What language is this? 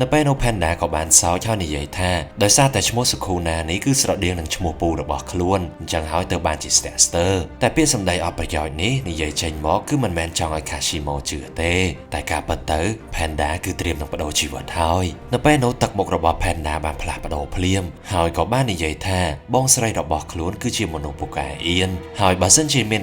Khmer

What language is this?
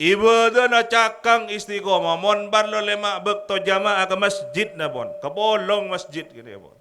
Madurese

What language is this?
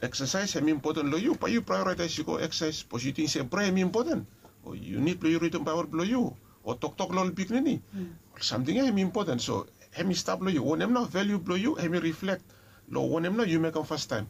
Bislama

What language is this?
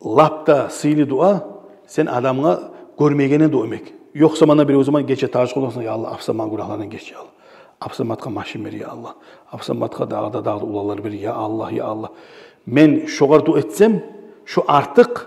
Kumyk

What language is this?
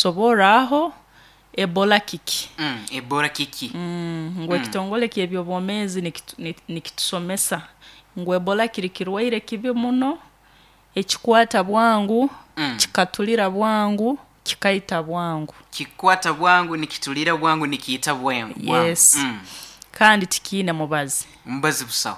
Nyoro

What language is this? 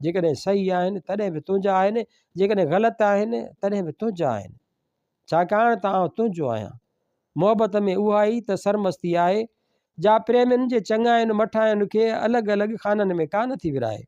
Sindhi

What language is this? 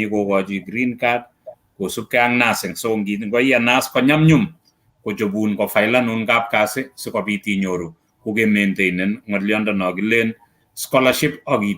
Kalenjin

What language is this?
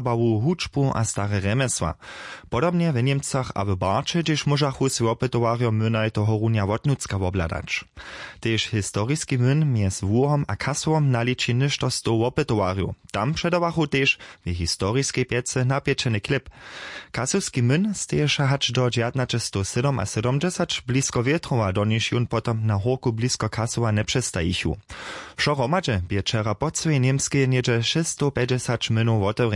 Upper Sorbian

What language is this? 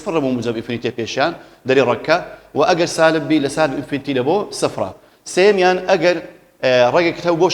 Central Kurdish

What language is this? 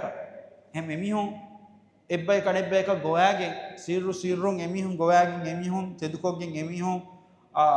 Divehi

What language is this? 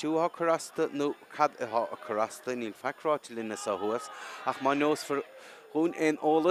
Irish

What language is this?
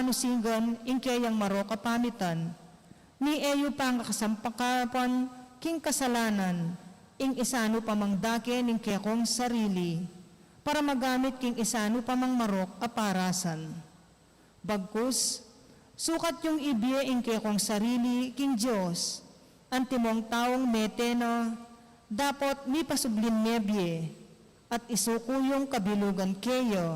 Pampanga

